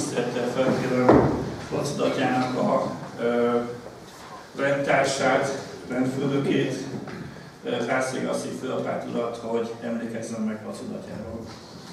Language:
Hungarian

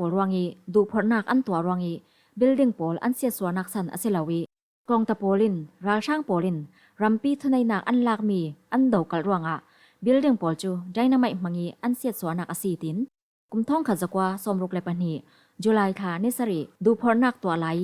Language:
Falam Chin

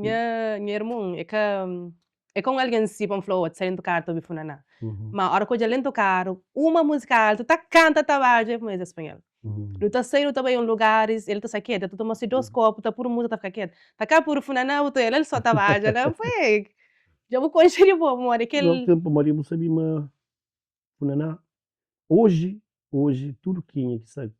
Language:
Kabuverdianu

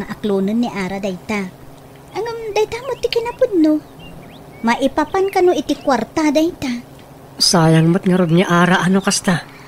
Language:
Iloko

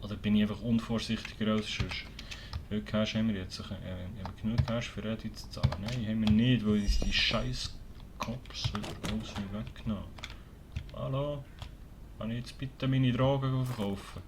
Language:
Swiss German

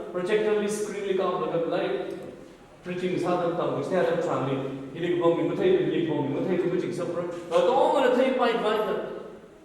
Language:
Tangkhul Naga (India)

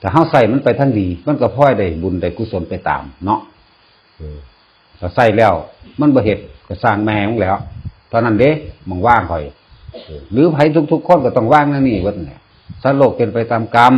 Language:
Northeastern Thai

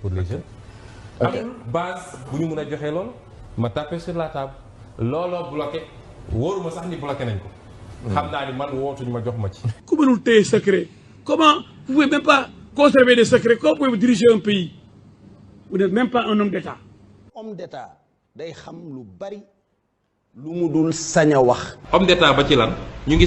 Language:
Wolof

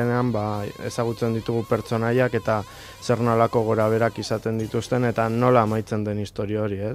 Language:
Basque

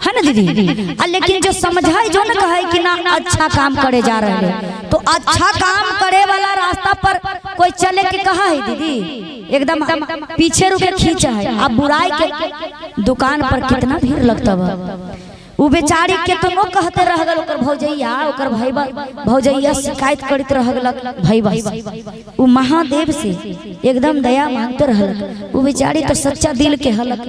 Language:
Magahi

